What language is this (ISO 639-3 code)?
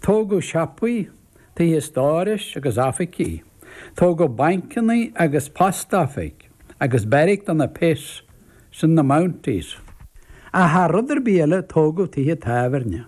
gle